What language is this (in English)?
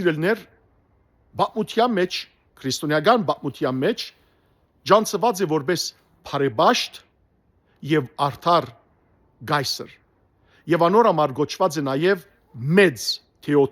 Western Armenian